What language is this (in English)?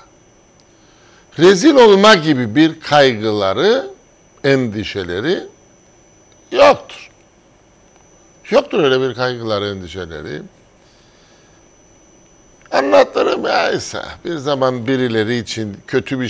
Turkish